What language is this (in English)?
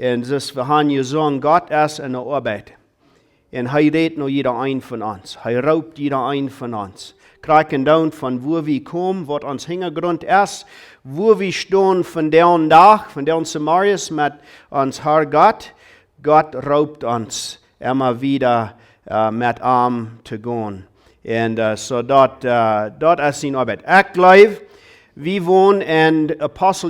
Plautdietsch